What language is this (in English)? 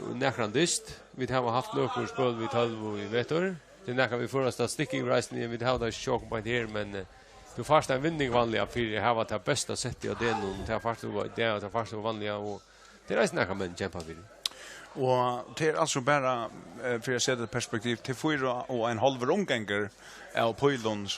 Faroese